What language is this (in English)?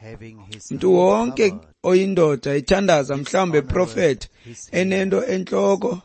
Xhosa